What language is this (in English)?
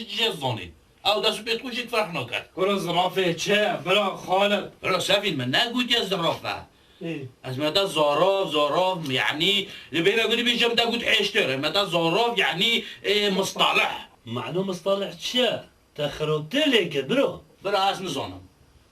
Kurdish